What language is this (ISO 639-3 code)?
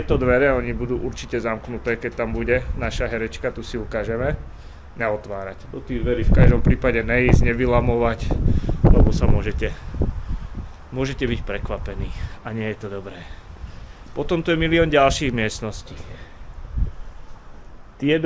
slk